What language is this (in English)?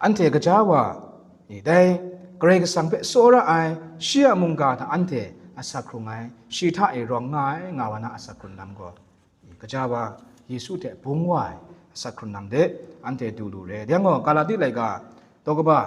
Kachin